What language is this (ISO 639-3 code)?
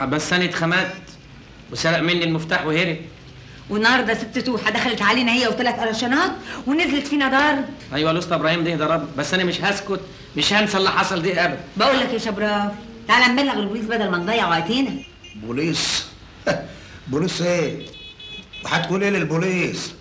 arz